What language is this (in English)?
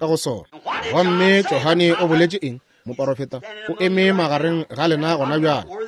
Northern Sotho